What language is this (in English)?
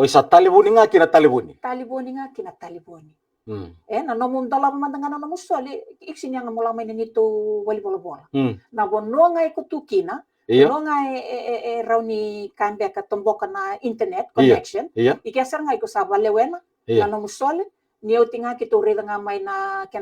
Fijian